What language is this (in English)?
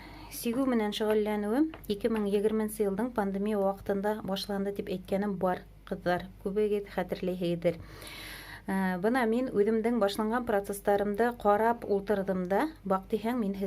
Bashkir